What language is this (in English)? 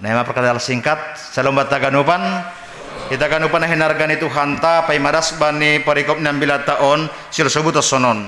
Batak Simalungun